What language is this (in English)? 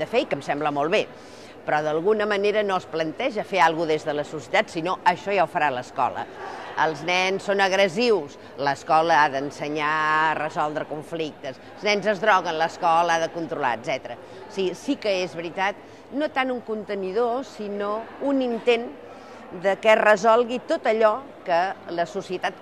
Catalan